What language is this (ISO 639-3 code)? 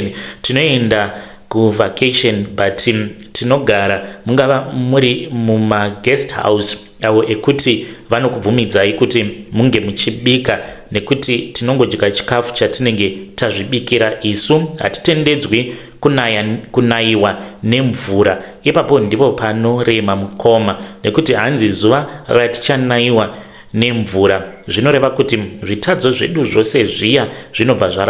sna